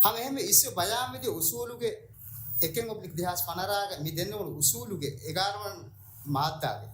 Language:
Divehi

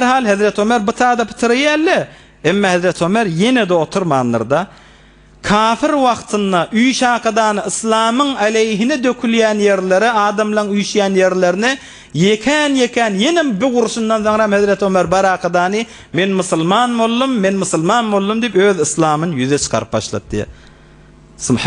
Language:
Turkmen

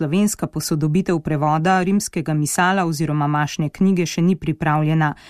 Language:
Slovenian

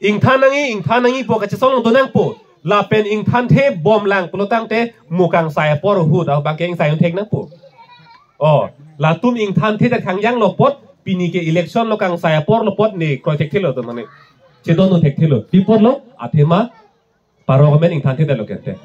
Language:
Karbi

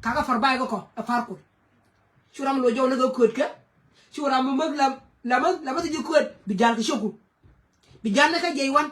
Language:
Nuer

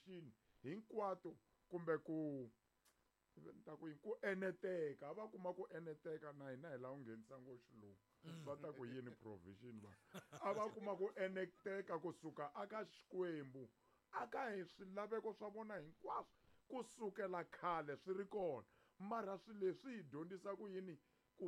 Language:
Tsonga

